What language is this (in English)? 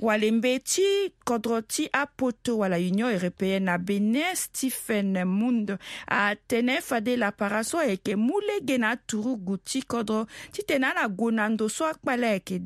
Sango